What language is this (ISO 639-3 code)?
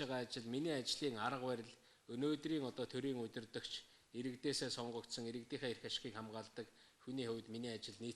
mon